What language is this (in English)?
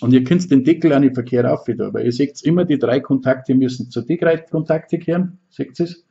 Bavarian